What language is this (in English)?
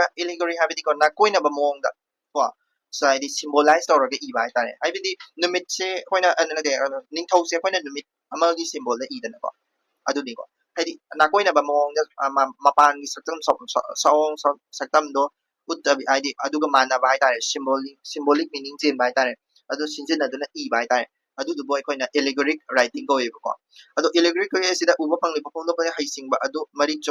Manipuri